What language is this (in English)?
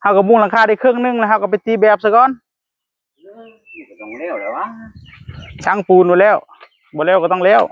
Northeastern Thai